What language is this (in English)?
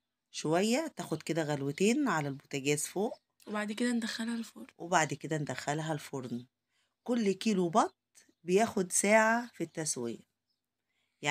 Egyptian Arabic